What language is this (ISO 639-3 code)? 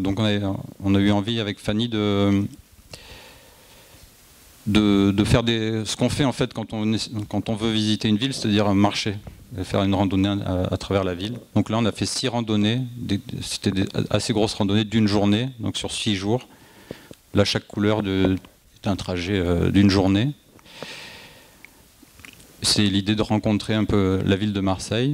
fra